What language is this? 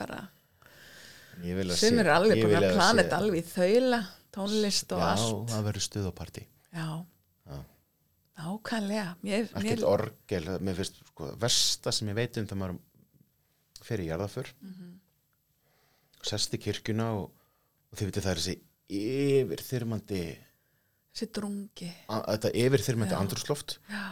Icelandic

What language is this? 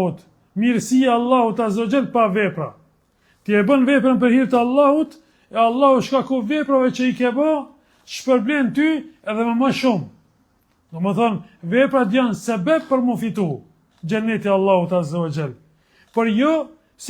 Albanian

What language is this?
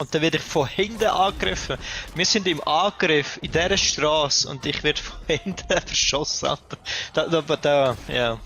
Swiss German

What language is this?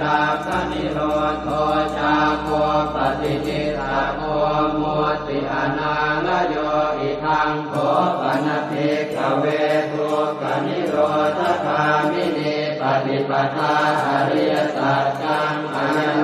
Pali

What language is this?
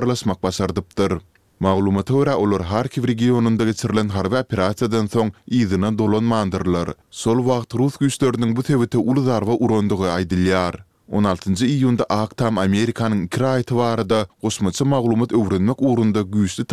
Kyrgyz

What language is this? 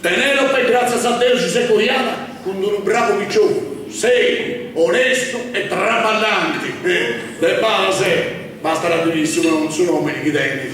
Sardinian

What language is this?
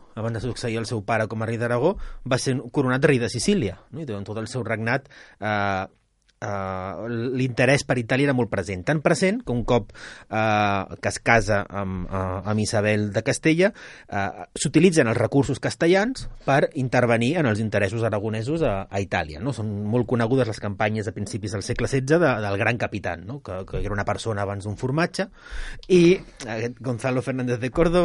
Catalan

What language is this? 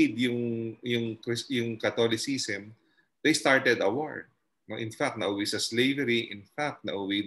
Filipino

